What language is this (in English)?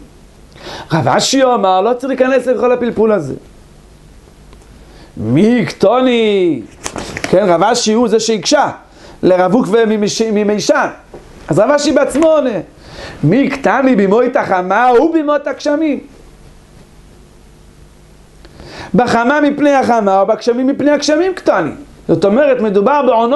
Hebrew